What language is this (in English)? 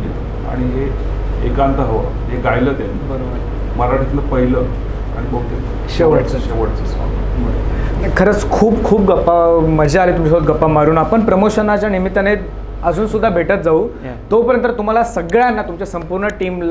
Marathi